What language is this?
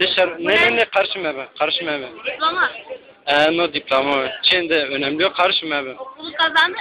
Zaza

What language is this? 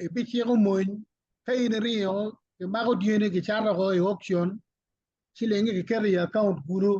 Acoli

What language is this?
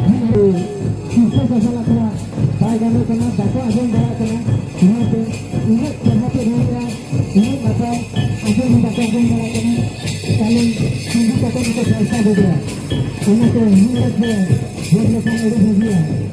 Santali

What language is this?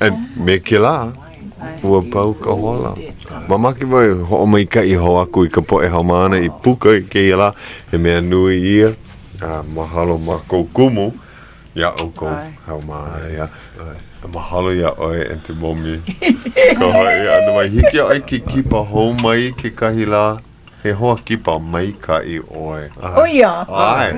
Hawaiian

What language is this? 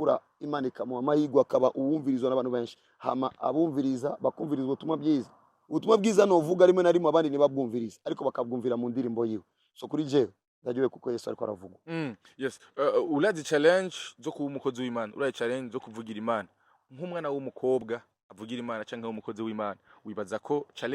Rundi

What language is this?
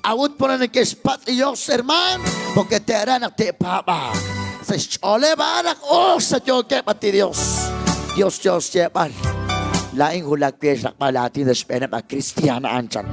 Kekchí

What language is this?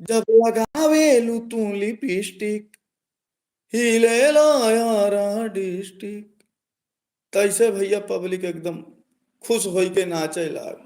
Awadhi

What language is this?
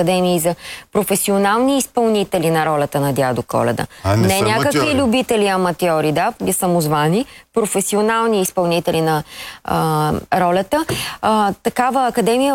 Bulgarian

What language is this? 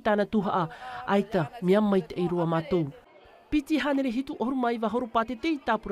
Tahitian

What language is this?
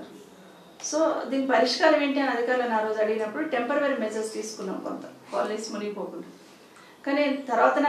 Telugu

